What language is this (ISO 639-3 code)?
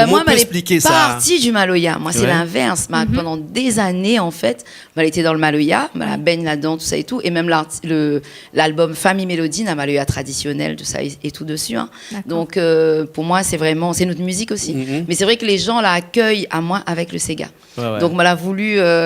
rcf